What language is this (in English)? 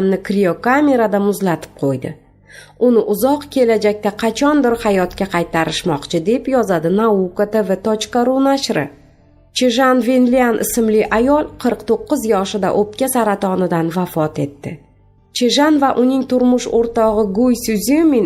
Uzbek